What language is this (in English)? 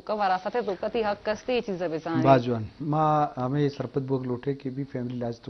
Eastern Balochi